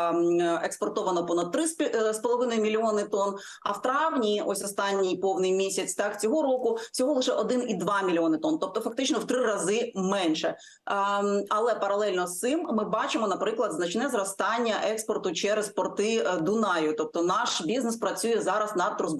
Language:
Ukrainian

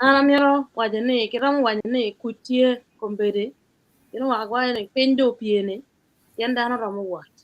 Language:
Acoli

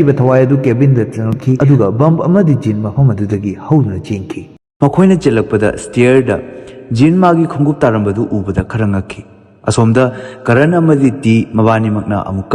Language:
Manipuri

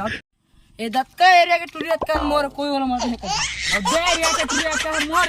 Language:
Chhattisgarhi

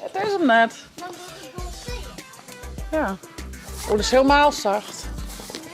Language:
Western Frisian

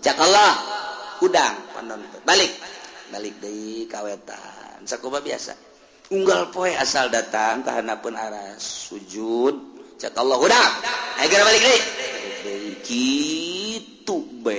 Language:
Sundanese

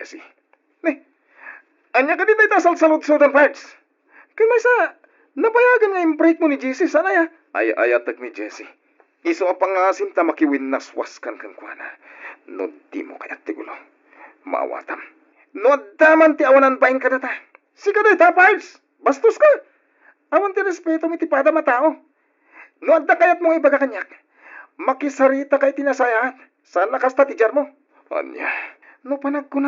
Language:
Iloko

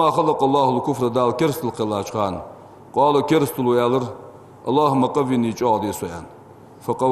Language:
Ingush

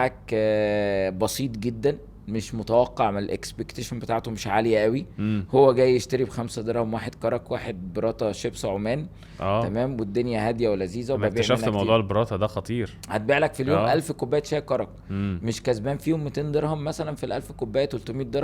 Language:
Egyptian Arabic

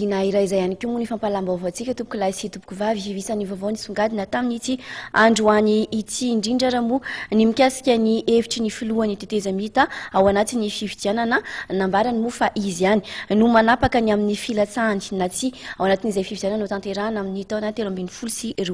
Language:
Malagasy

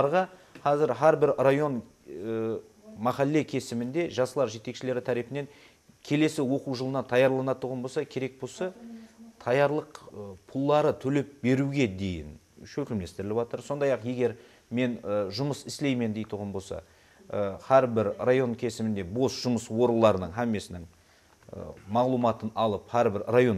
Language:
Kara-Kalpak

